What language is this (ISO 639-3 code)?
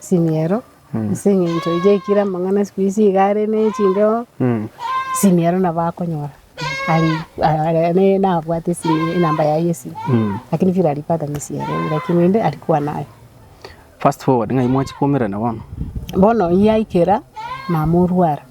guz